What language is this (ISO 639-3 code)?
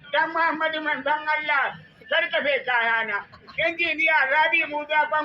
hau